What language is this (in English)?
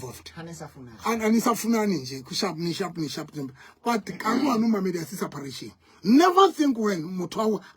Southern Sotho